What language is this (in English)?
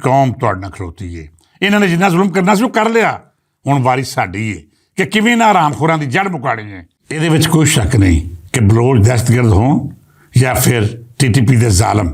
Western Panjabi